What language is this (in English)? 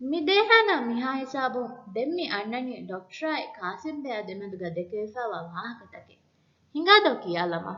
Divehi